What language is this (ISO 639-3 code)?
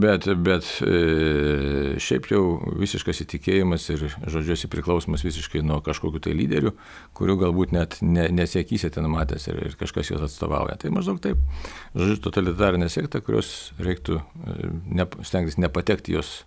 lit